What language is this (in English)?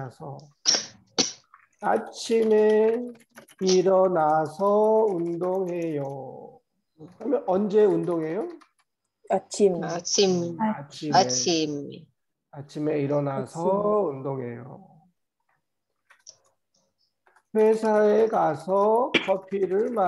Korean